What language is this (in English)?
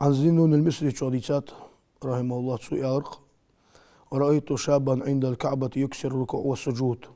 Ingush